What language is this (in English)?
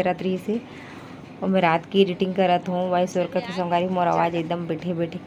Chhattisgarhi